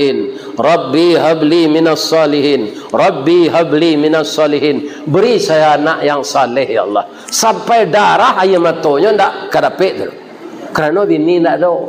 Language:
Minangkabau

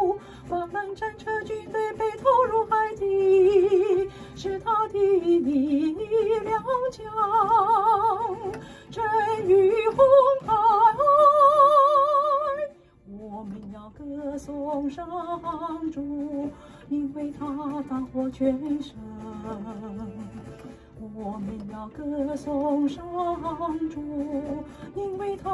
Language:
Chinese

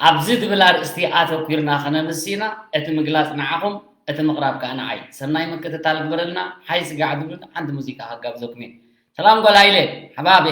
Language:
Tigrinya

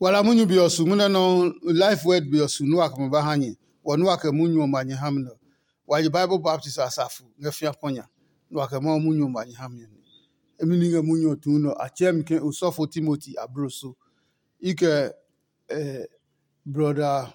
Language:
Adangme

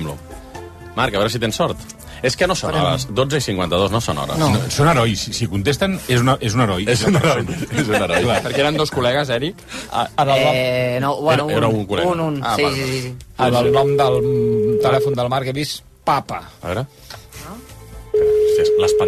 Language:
Catalan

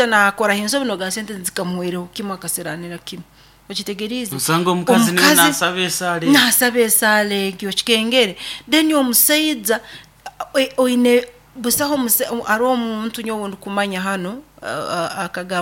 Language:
Nyoro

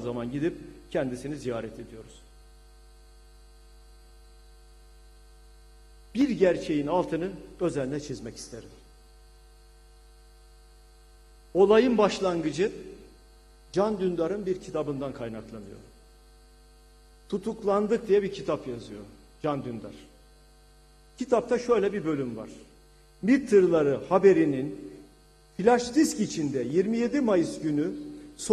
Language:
Turkish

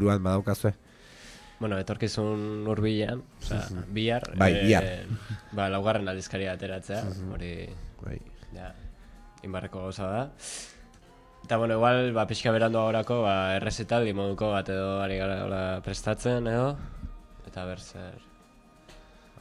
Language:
Basque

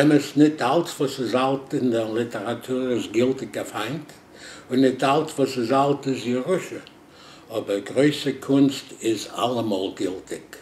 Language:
Yiddish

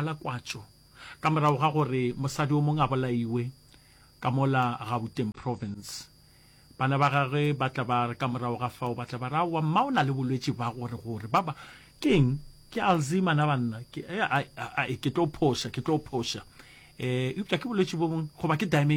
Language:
Northern Sotho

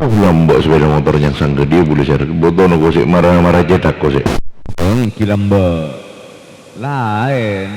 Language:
Madurese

